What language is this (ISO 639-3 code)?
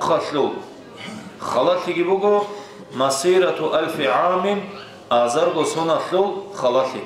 ava